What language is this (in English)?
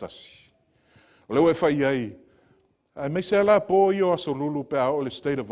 Samoan